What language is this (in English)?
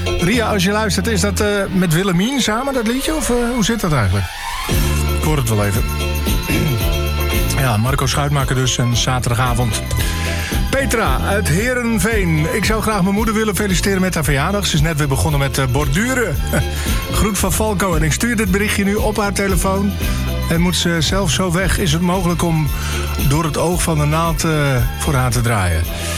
Dutch